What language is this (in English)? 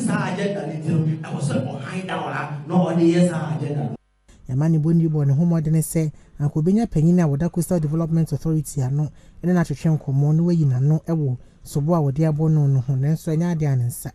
Akan